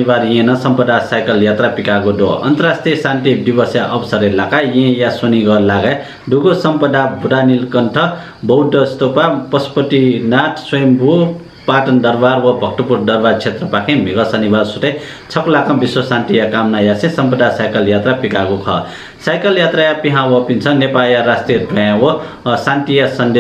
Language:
Newari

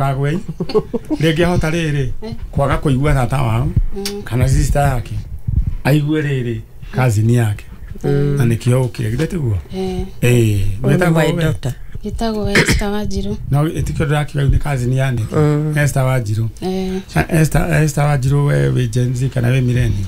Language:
Kikuyu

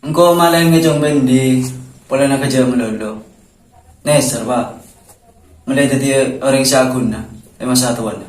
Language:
Madurese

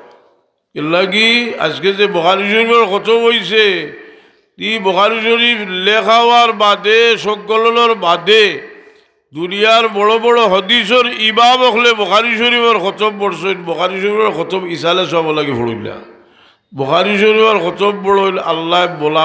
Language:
Sylheti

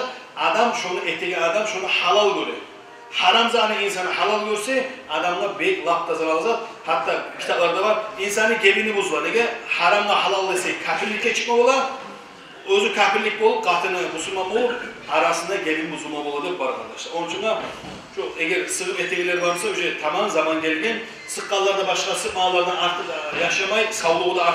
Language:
Kumyk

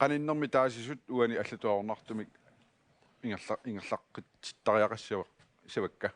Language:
Kalaallisut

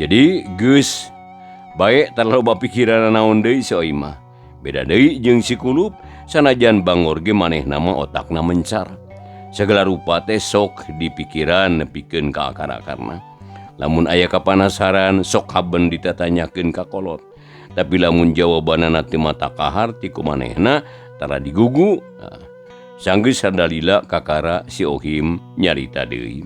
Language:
Sundanese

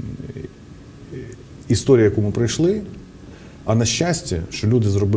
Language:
Ukrainian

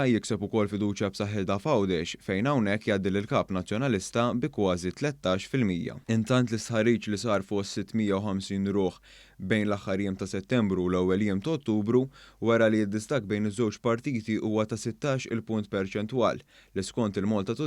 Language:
Maltese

